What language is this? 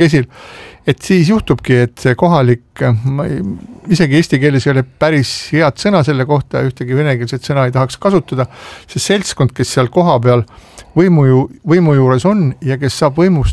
Estonian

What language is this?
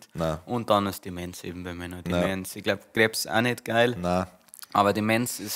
Bavarian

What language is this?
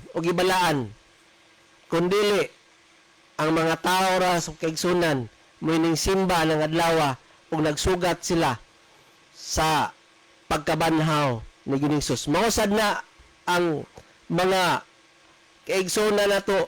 Cebuano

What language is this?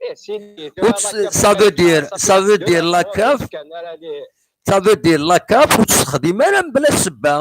Kabyle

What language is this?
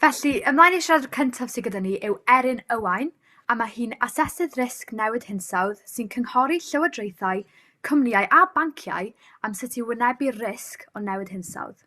Welsh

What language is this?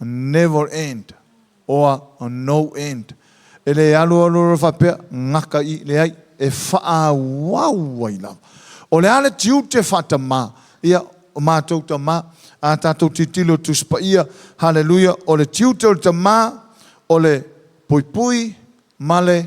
Samoan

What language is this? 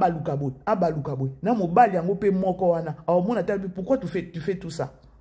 Lingala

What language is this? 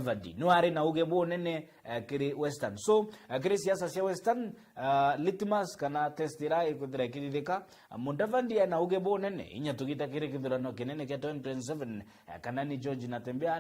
Meru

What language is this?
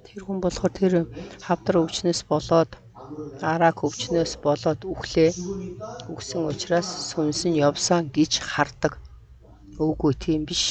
Mongolian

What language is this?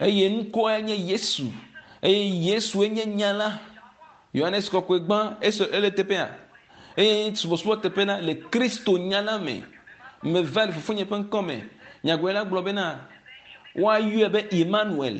Ewe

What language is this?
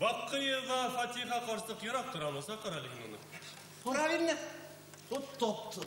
Bashkir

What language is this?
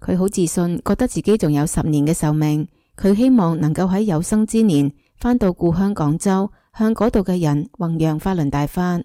Cantonese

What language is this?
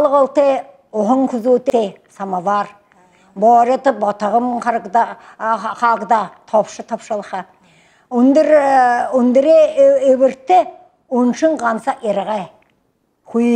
Buriat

